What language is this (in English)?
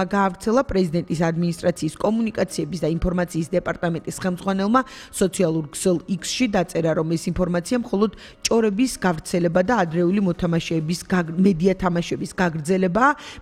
Georgian